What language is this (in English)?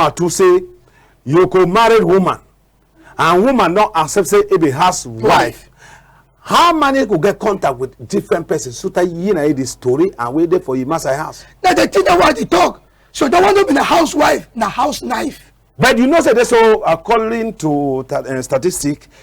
Cameroon Pidgin